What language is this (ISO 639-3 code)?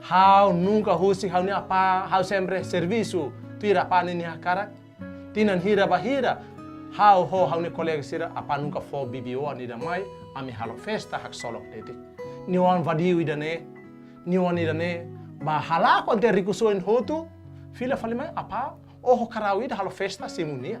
tet